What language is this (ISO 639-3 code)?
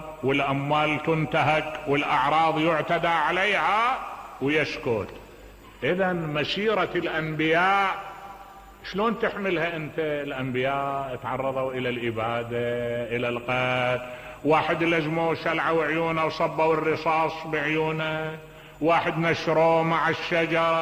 acm